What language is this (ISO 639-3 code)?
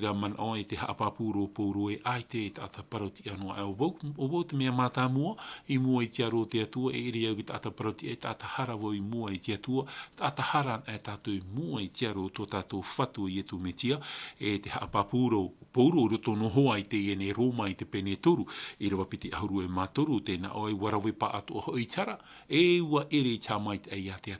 tah